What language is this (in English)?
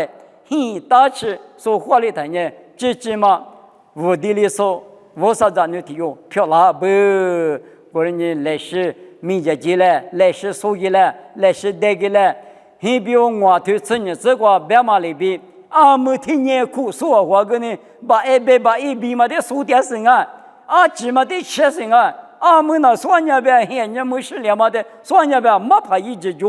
Lisu